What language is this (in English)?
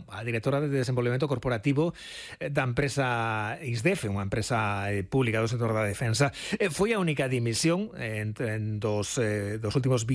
Galician